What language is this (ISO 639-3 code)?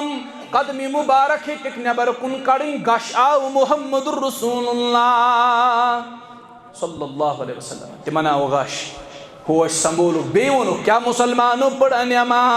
kas